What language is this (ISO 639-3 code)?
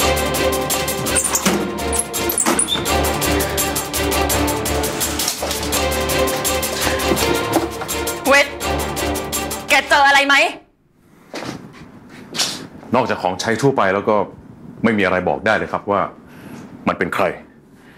tha